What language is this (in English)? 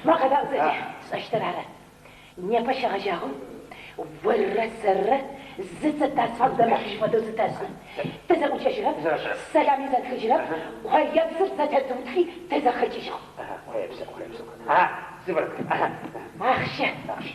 Adyghe